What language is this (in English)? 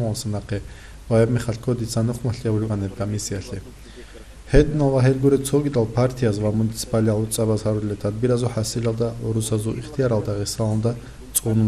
Avaric